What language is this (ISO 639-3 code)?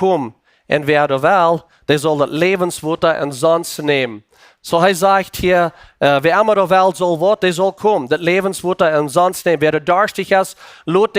pdt